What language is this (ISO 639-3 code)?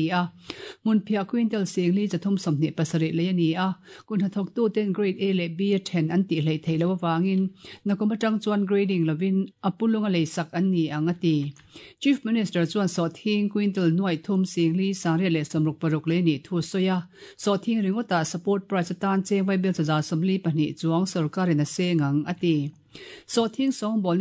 lus